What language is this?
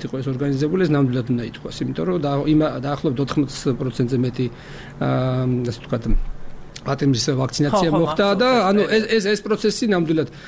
Georgian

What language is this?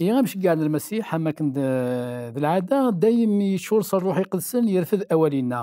Kabyle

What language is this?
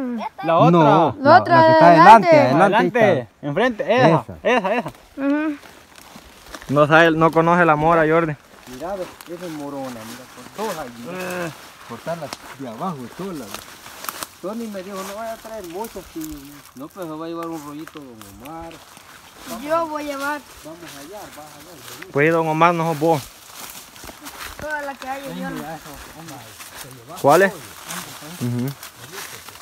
Spanish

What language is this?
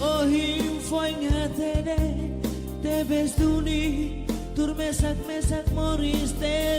Tetum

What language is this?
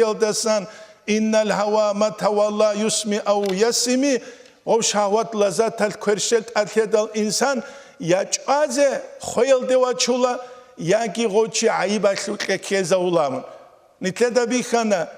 Avaric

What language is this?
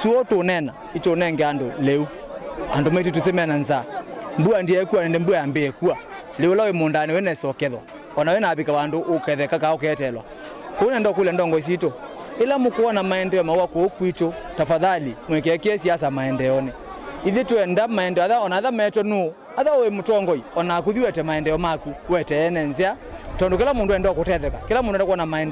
Kamba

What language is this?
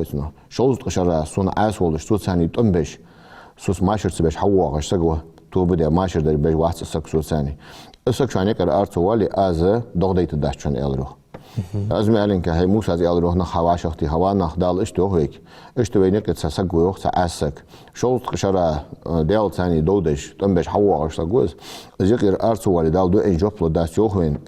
Ingush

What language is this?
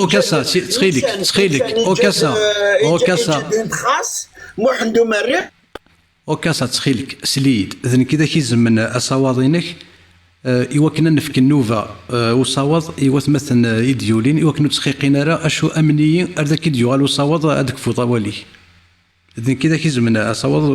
Kabyle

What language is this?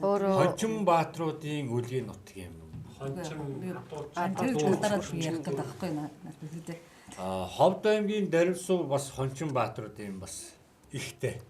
Mongolian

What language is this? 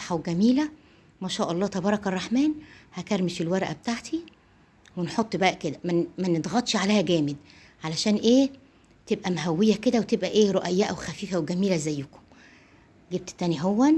Egyptian Arabic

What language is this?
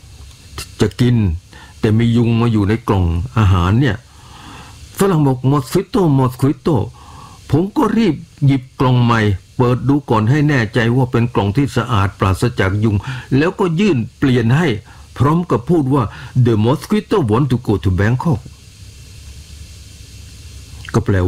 Thai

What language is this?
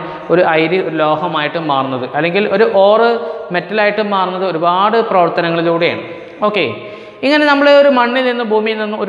Malayalam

